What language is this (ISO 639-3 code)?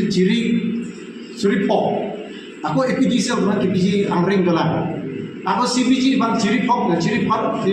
mjw